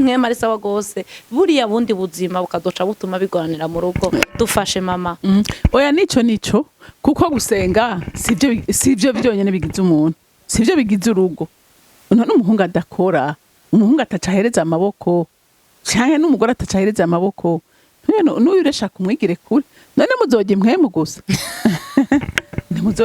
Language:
Rundi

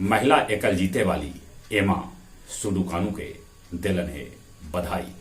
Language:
Magahi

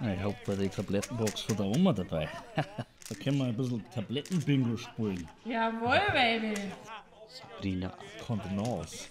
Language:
Bavarian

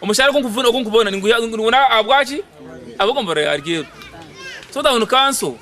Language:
Nyankole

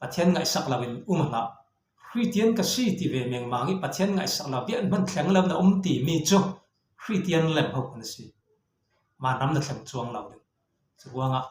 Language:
Falam Chin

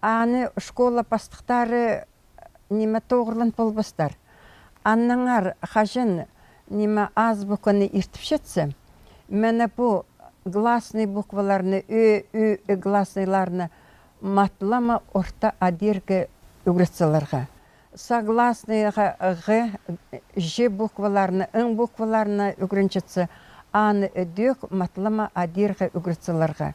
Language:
Khakas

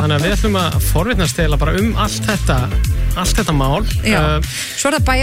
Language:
Icelandic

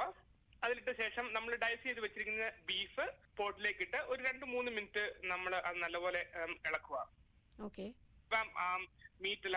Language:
Malayalam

